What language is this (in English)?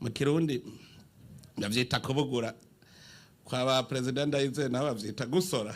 Rundi